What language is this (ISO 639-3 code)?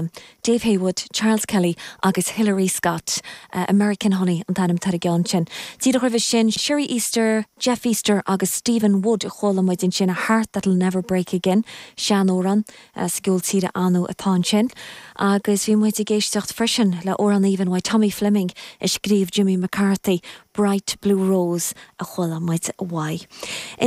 gle